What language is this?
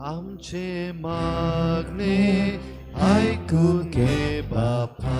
Konkani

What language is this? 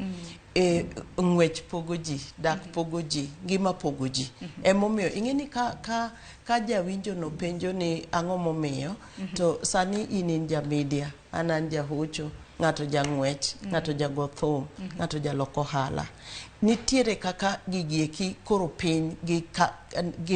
Luo (Kenya and Tanzania)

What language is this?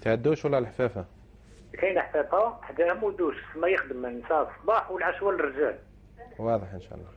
Algerian Arabic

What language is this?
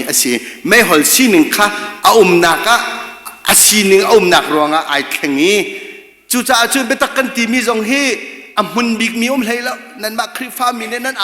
Hakha Chin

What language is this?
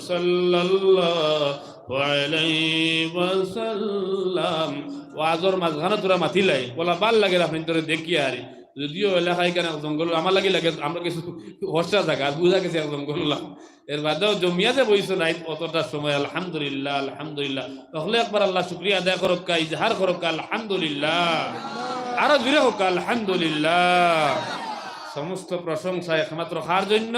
Sylheti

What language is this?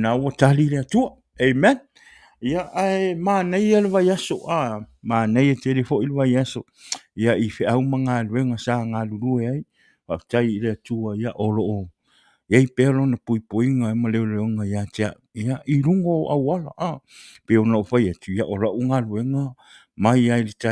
Samoan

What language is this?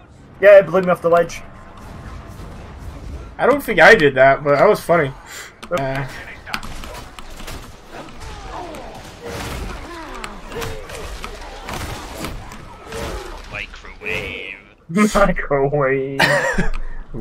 English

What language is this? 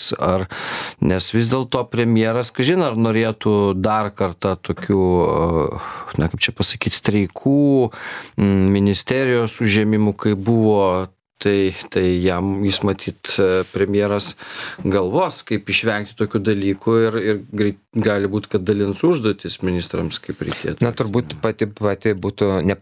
Lithuanian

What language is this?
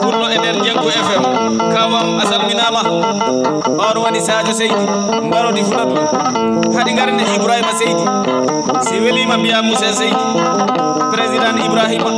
Fula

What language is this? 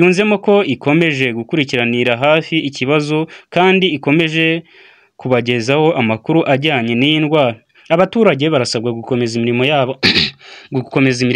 Kinyarwanda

